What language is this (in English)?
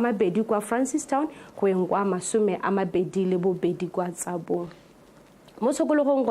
Tswana